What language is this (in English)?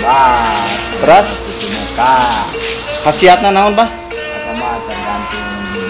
Sundanese